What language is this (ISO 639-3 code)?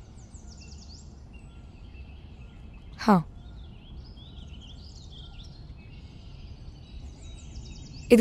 tel